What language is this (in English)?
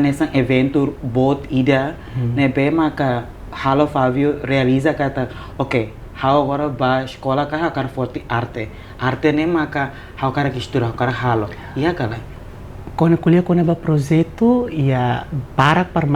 Tetum